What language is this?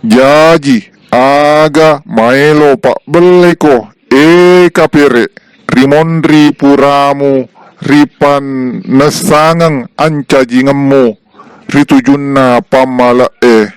Buginese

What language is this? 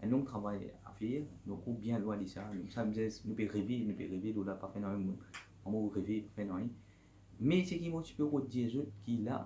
Morisyen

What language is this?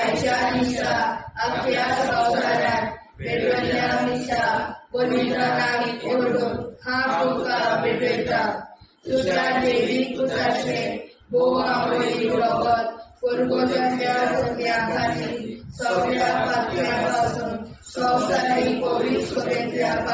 Konkani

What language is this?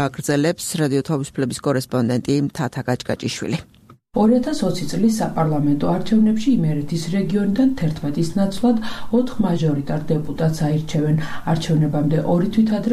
Georgian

